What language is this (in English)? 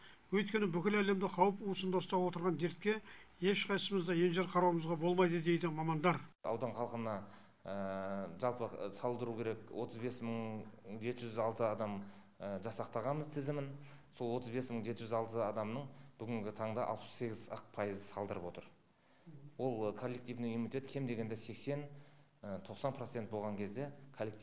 Kazakh